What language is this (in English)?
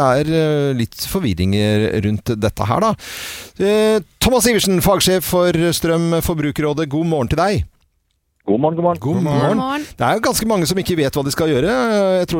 Norwegian